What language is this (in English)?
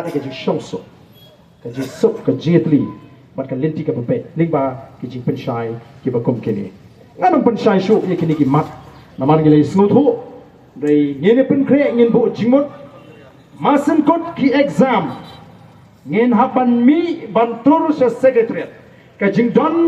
Khasi